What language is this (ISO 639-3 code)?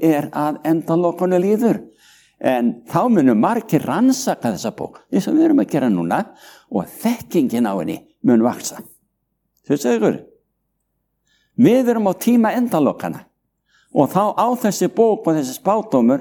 isl